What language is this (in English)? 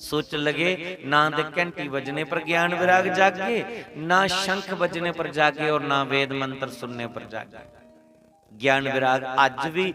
Dogri